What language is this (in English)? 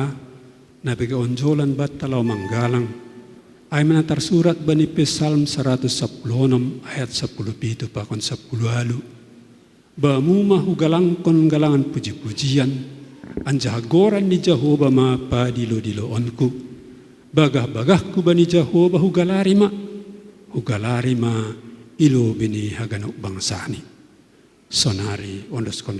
Batak Simalungun